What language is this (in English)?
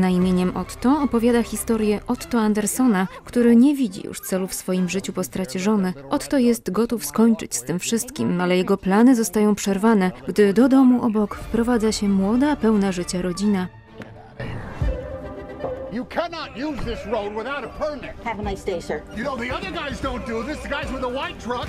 Polish